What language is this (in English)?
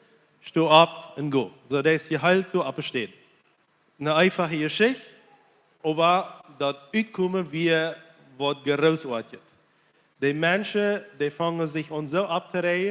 Plautdietsch